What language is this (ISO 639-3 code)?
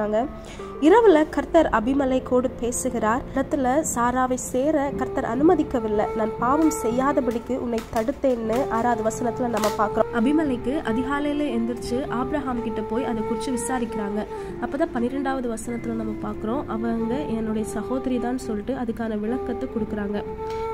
tam